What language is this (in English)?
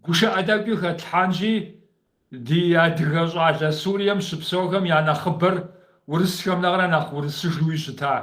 Kabardian